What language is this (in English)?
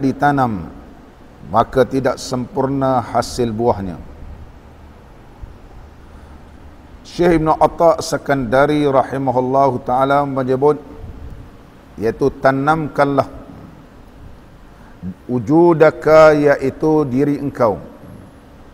Malay